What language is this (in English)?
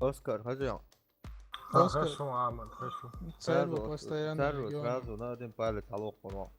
Chechen